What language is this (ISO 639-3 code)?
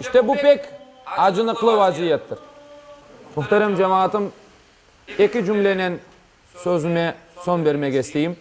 crh